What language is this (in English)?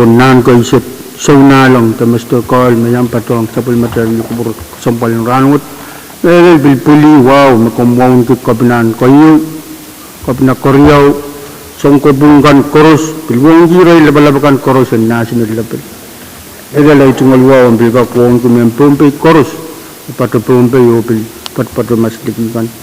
Pohnpeian